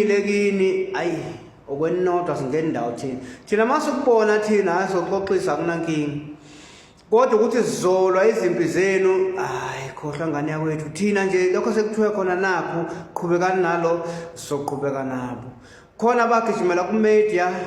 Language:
Zulu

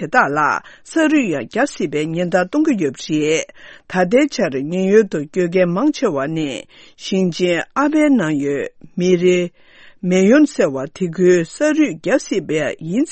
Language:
Tibetan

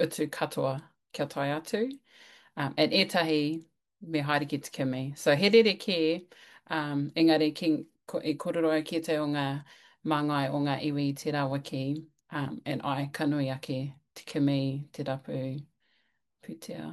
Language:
Māori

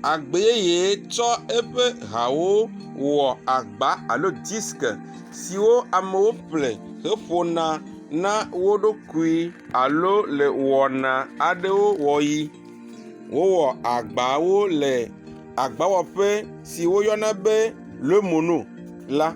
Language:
Ewe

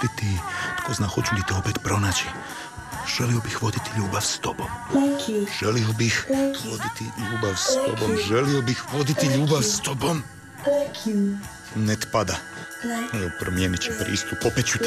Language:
Croatian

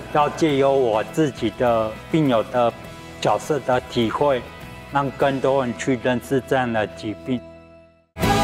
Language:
Chinese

